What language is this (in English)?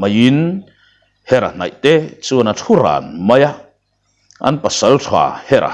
Mizo